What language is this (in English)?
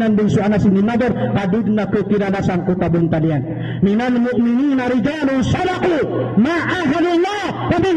Maranao